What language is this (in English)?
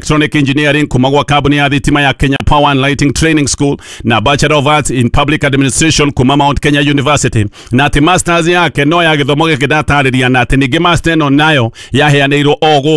Kikuyu